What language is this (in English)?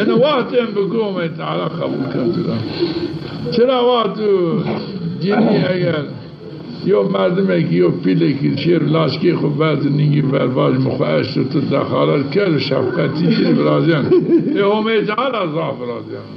Zaza